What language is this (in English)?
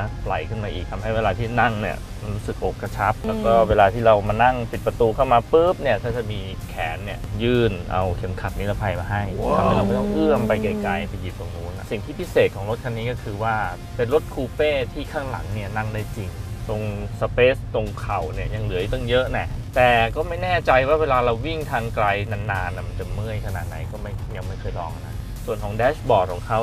Thai